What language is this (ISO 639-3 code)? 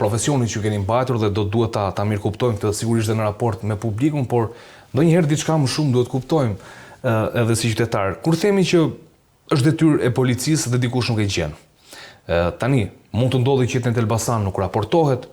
sqi